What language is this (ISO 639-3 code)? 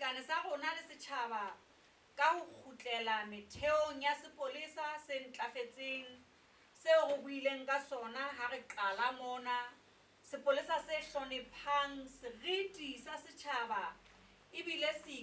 sot